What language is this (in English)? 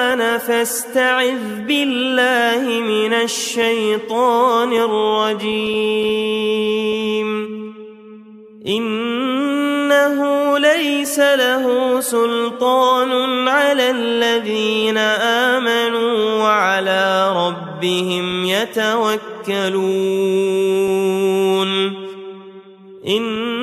Arabic